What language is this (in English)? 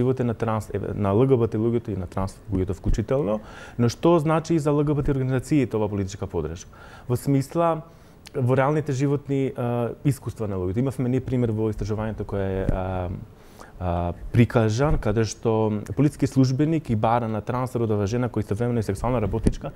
Macedonian